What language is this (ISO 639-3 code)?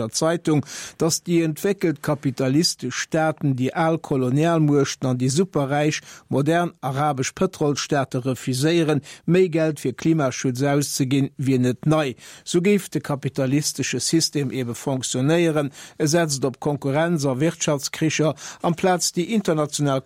ltz